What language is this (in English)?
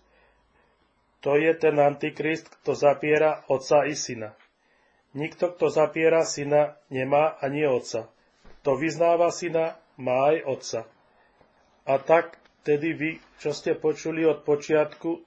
Slovak